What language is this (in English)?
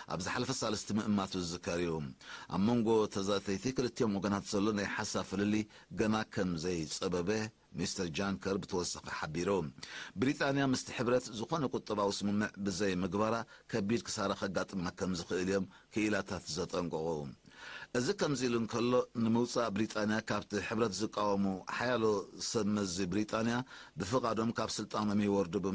Tigrinya